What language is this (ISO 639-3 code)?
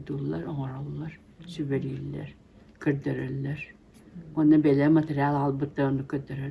sah